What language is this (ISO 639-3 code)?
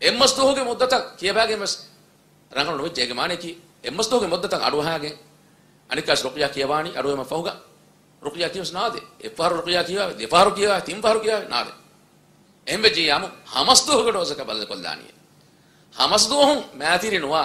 div